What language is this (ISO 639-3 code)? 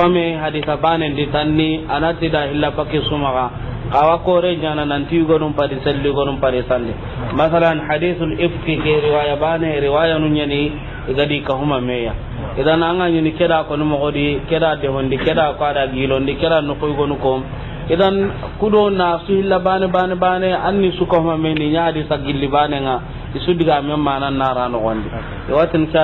snk